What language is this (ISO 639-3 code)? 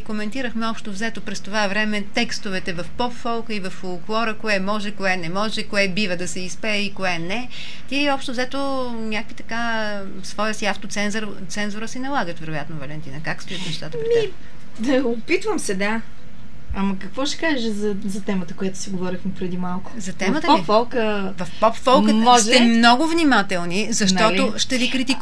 bul